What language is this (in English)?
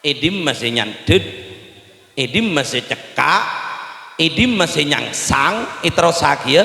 Madurese